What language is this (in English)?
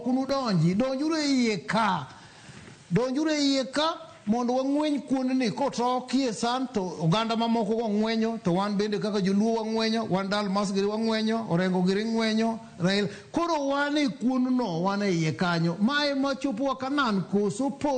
Luo (Kenya and Tanzania)